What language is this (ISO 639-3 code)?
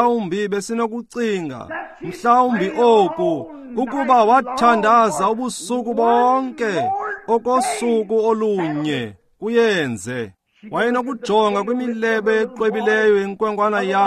xho